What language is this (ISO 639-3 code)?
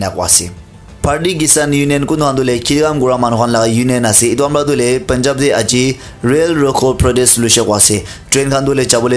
nag